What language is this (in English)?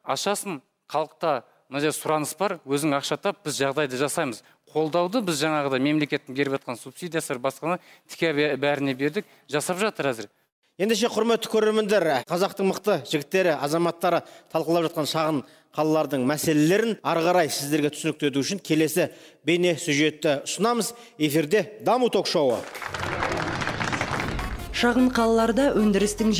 Kazakh